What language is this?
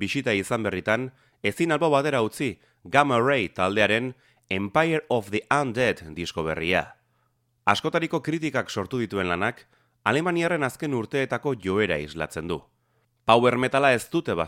Basque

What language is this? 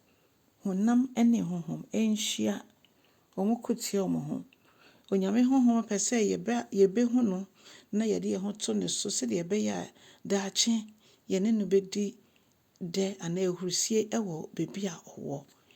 Akan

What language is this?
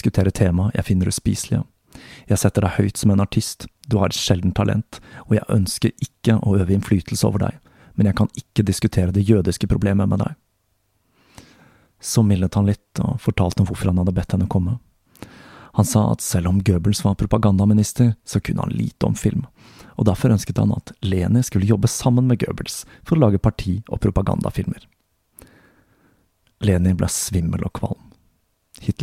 Norwegian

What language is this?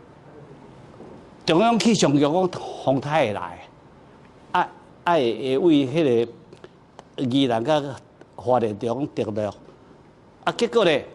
Min Nan Chinese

